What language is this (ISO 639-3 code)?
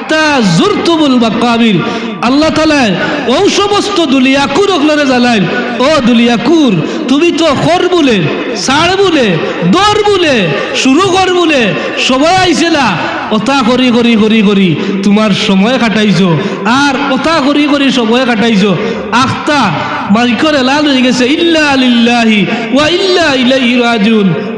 syl